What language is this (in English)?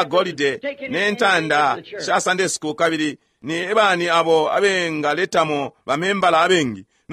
Bemba